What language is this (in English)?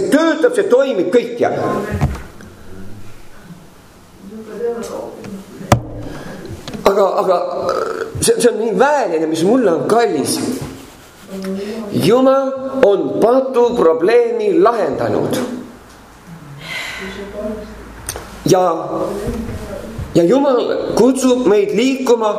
Estonian